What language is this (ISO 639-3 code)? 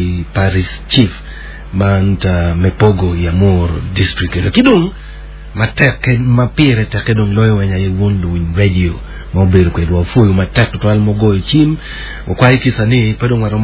ach